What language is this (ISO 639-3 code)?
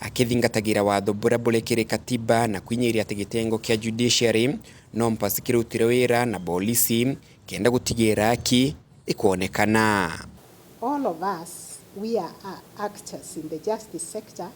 mer